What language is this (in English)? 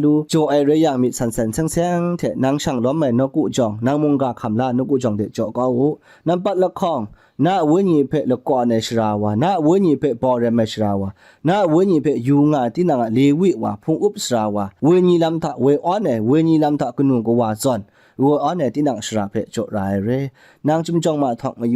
Kachin